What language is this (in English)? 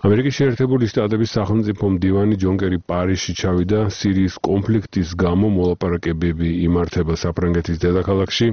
Georgian